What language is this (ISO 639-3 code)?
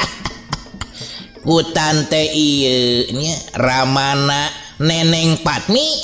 sun